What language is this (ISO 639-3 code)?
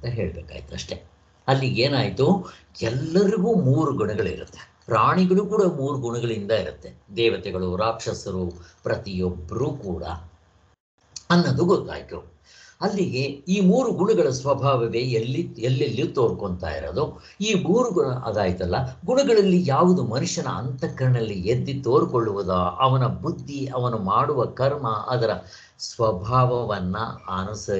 kan